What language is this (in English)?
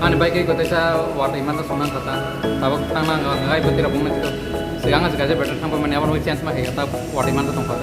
Kok Borok